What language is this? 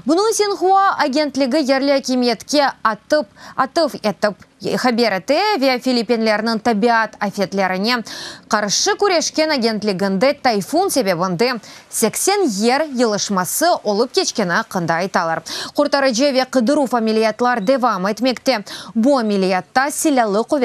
Crimean Tatar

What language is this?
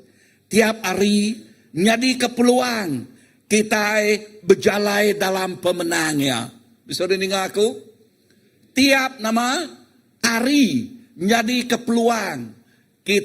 Iban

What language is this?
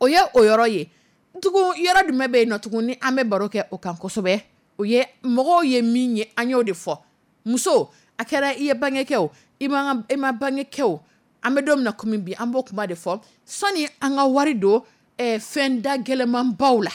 Dyula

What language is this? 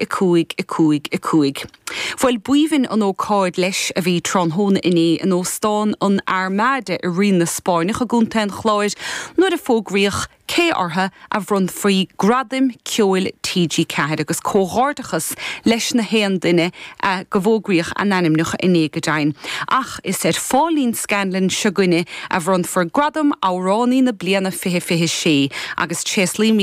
Irish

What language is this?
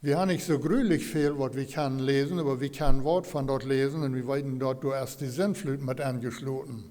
Plautdietsch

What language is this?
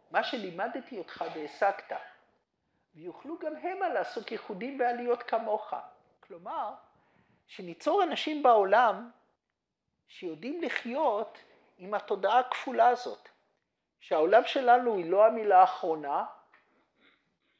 Hebrew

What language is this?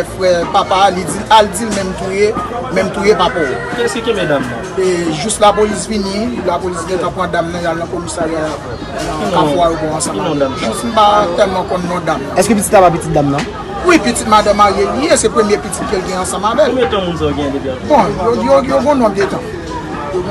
Haitian Creole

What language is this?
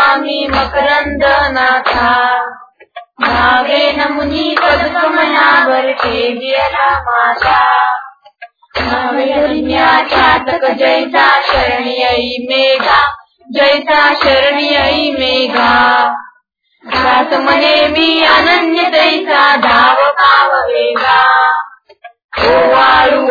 Marathi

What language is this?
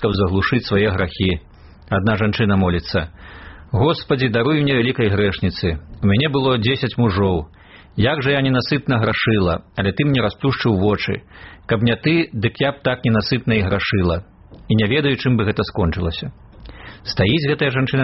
Belarusian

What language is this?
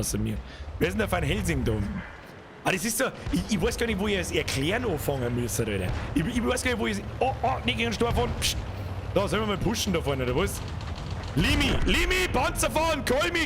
Bavarian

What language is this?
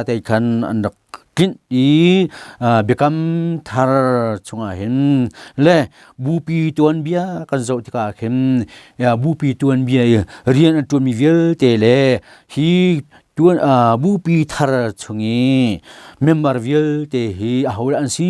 Hakha Chin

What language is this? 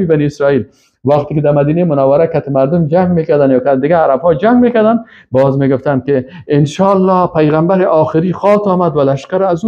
Persian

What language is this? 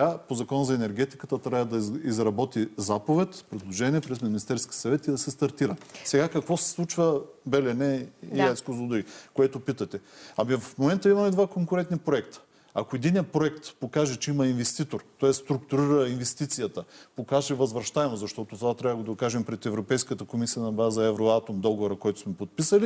Bulgarian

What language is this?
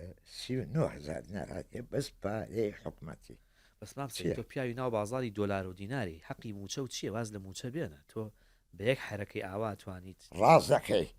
Central Kurdish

